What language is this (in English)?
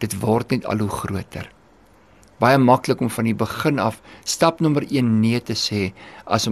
Afrikaans